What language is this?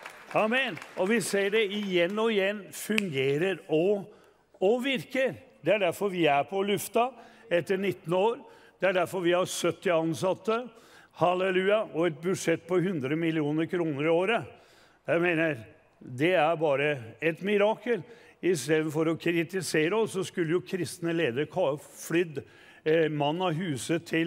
Norwegian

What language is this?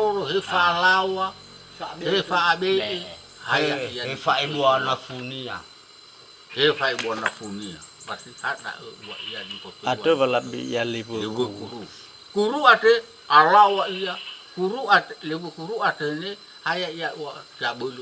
Nias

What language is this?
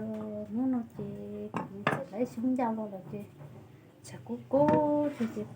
Hmong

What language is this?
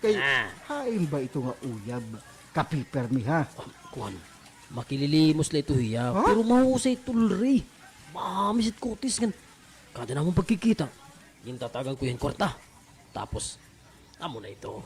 Waray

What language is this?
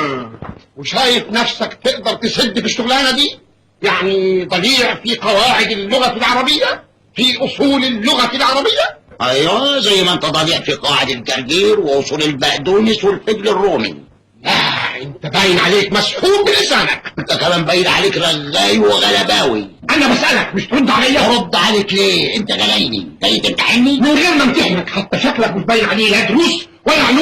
Egyptian Arabic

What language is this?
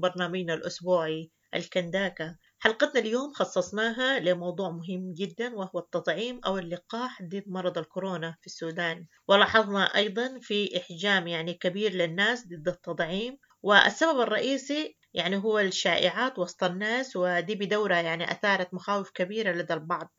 Sudanese Arabic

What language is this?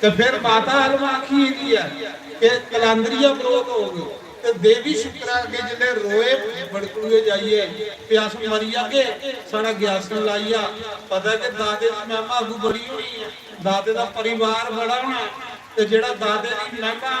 Dogri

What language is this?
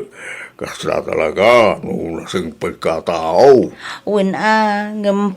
Iloko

